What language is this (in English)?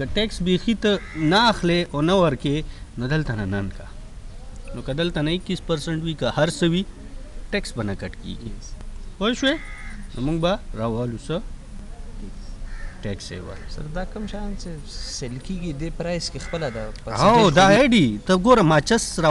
Pashto